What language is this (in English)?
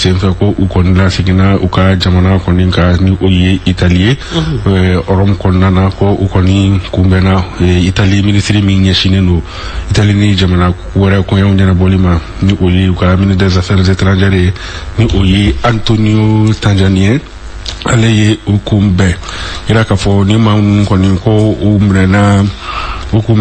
Bambara